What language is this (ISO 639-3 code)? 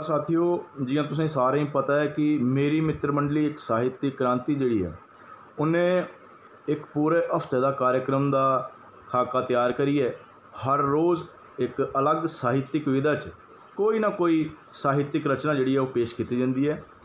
doi